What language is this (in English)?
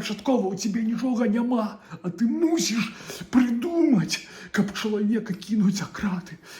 Belarusian